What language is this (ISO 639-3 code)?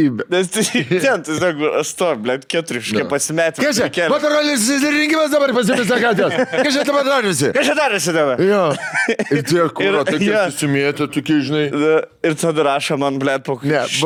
lit